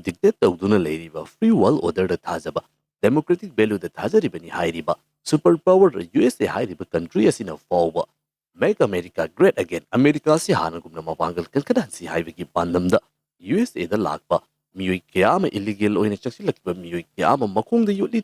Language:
Manipuri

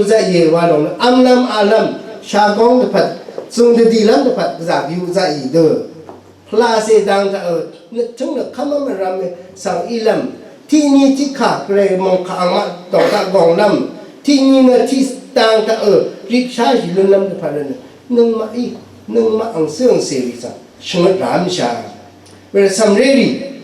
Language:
Rawang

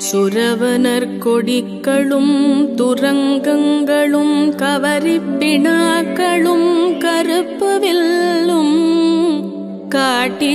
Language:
Tamil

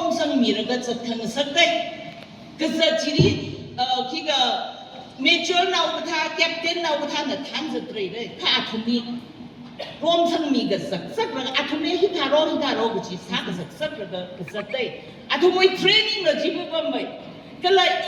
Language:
Tangkhul Naga (India)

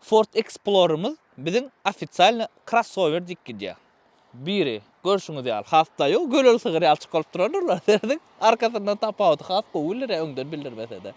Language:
Turkmen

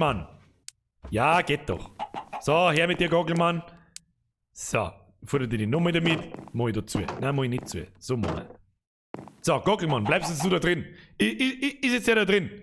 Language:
Bavarian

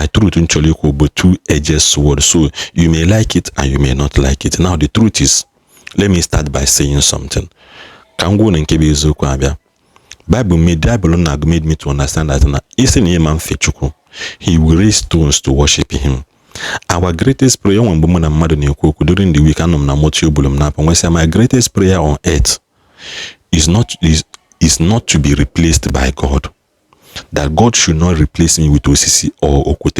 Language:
Igbo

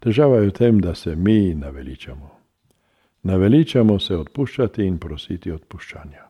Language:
Slovenian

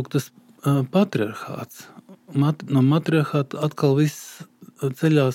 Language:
Latvian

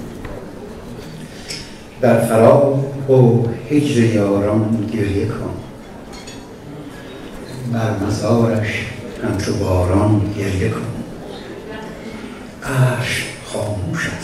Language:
Persian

